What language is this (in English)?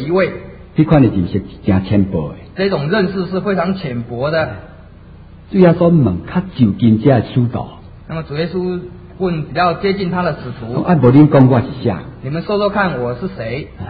Chinese